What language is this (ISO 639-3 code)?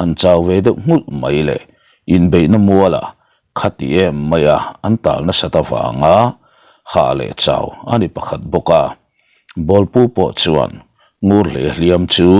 lus